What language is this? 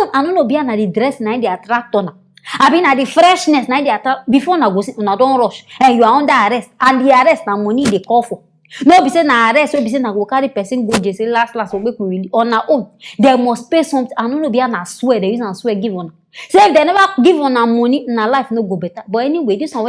Nigerian Pidgin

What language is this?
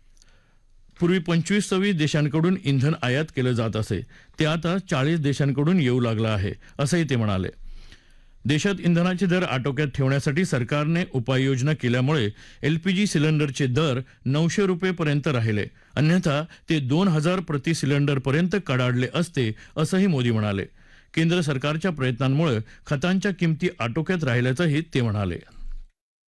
Marathi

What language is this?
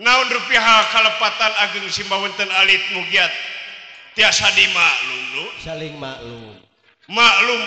Sundanese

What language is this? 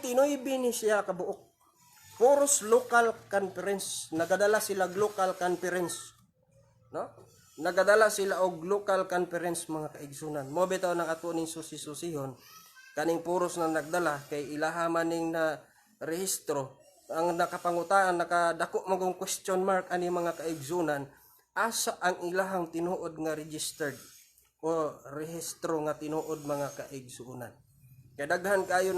Cebuano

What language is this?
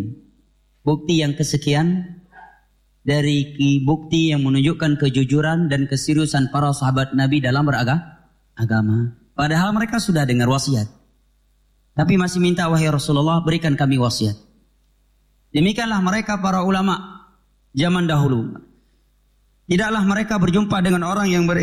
Indonesian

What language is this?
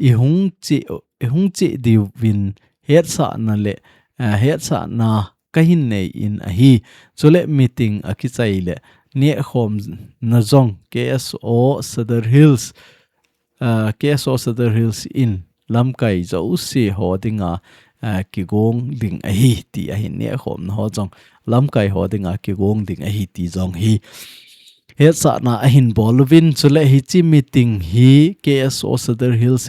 Thado Chin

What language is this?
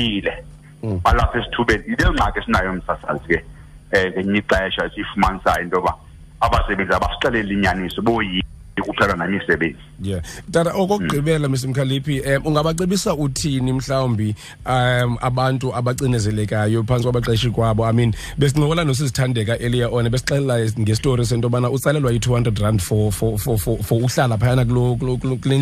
Xhosa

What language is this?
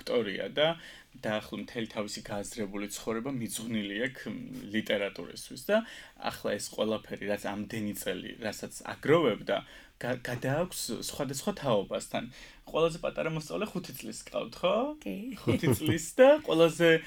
Georgian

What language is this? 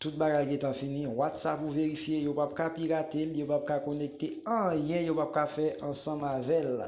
Haitian Creole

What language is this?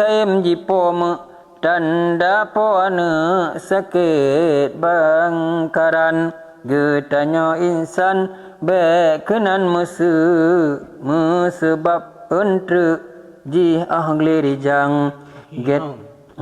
Achinese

